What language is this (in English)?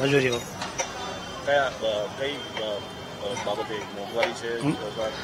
Gujarati